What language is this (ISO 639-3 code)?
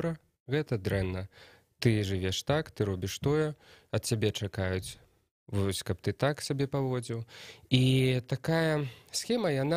bel